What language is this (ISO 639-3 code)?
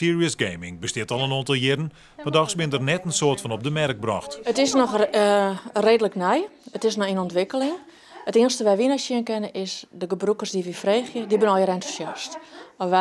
fry